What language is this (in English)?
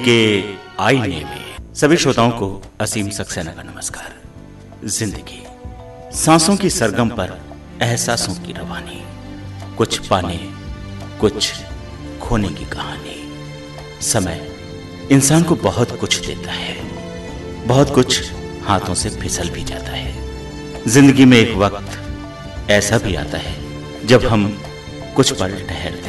Hindi